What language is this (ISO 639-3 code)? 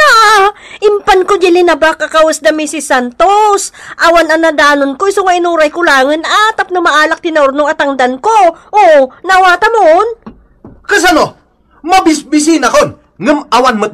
ilo